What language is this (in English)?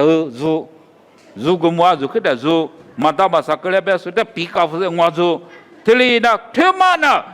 Lisu